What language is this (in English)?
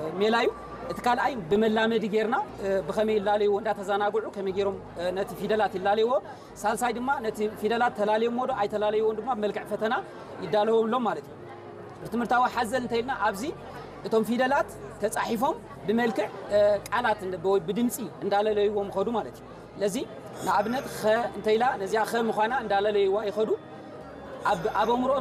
Tigrinya